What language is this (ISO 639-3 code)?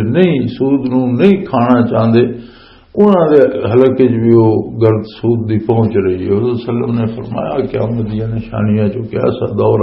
lah